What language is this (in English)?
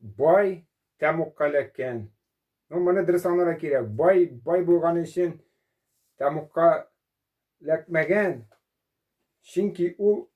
Tatar